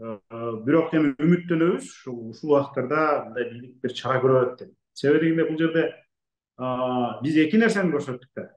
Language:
Kyrgyz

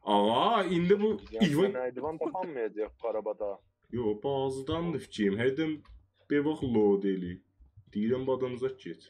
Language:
South Azerbaijani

